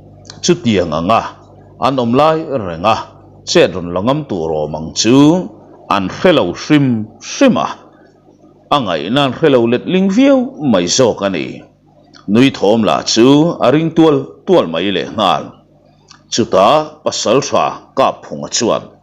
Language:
Mizo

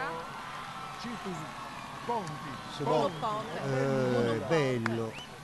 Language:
Sardinian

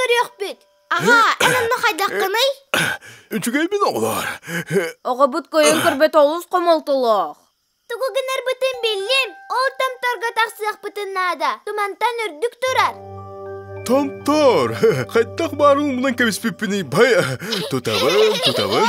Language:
Yakut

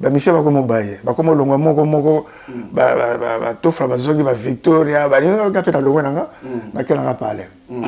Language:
Lingala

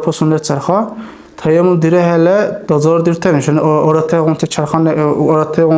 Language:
Dargwa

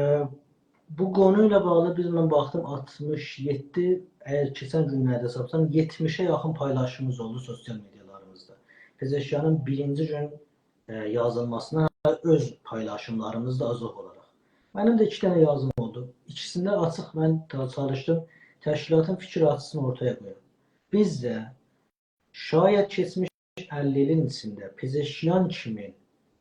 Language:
South Azerbaijani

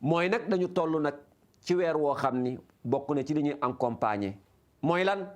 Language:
Wolof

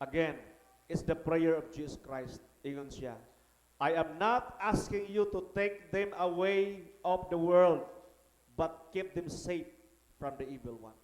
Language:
Cebuano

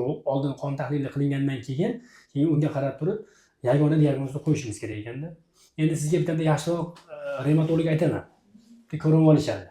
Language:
Uzbek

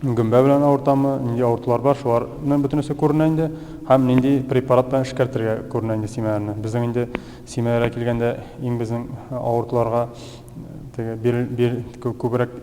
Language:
Tatar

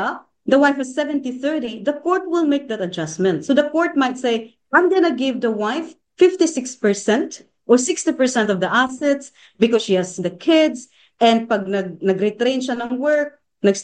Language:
Filipino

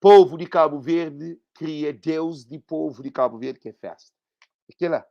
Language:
Kabuverdianu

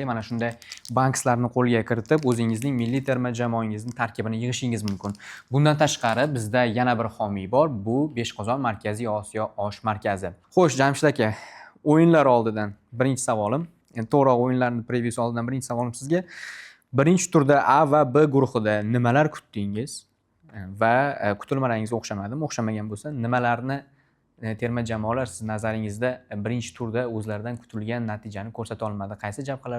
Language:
Uzbek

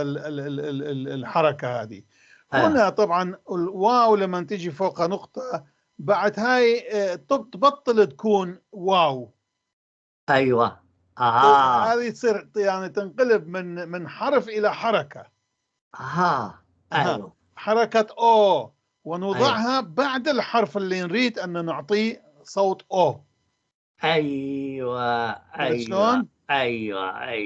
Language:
North Levantine Arabic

